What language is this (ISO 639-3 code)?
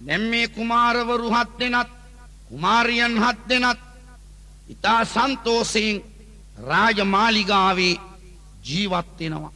sin